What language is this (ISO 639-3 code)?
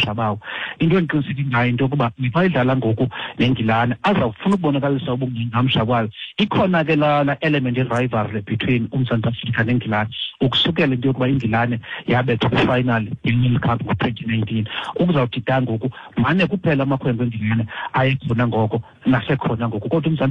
xho